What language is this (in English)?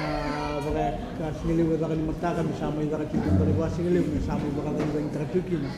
Fijian